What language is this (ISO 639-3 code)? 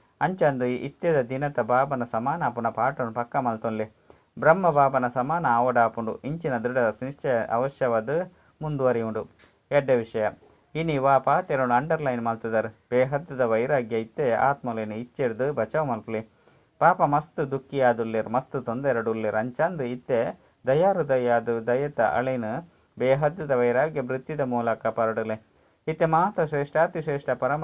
tcy